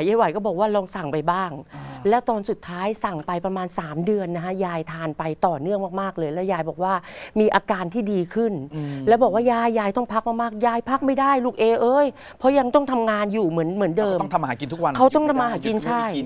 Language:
Thai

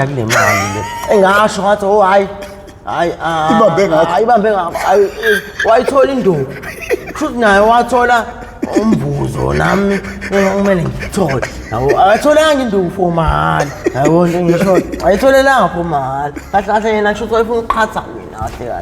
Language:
Zulu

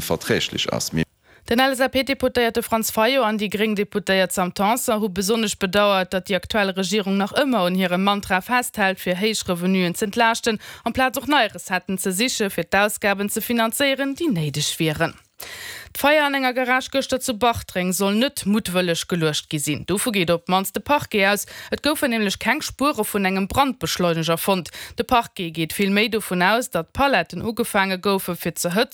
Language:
Luxembourgish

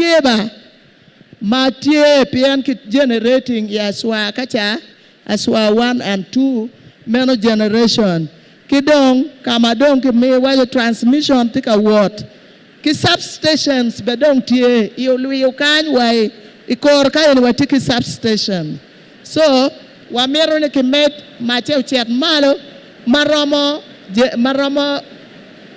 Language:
Acoli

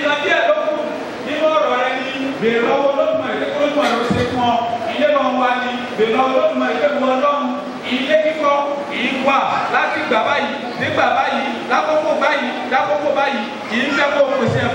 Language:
Yoruba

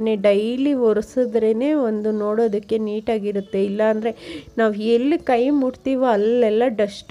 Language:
Kannada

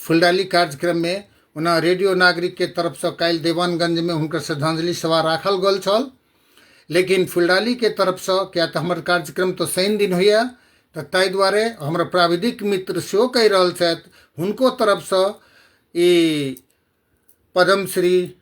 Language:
Maithili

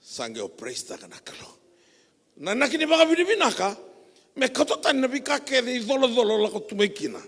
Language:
Fijian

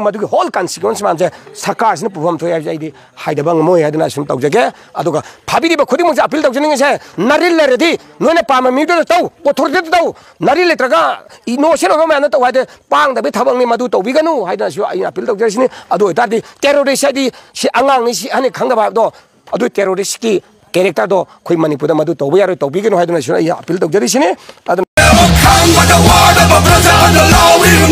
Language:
Manipuri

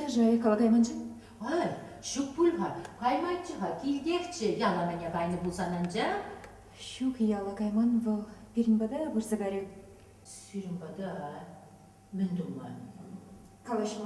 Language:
Chuvash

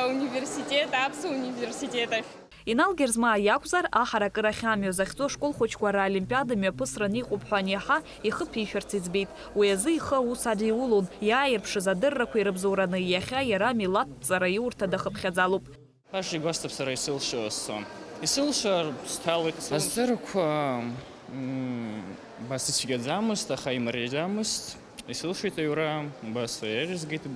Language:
Abkhazian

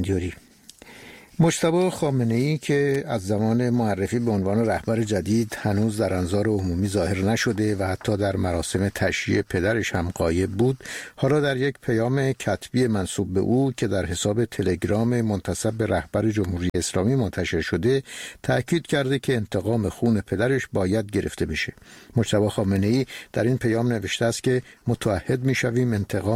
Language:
Persian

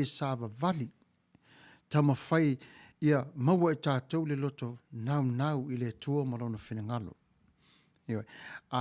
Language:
Samoan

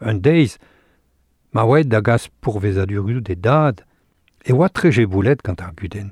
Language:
Breton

